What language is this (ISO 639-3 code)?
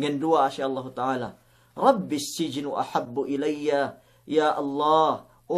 yka